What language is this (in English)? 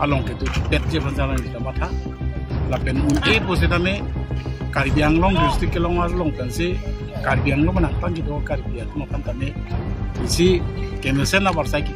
Karbi